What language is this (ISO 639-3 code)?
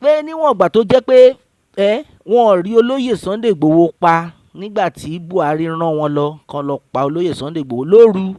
yor